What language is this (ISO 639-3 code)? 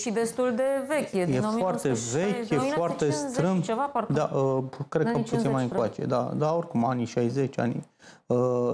ron